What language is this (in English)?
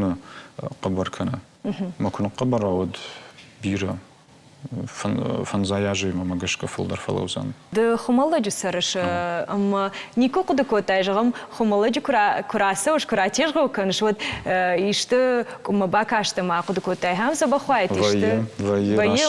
Ossetic